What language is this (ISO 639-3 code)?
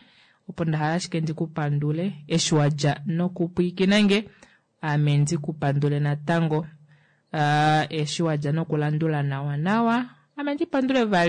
kua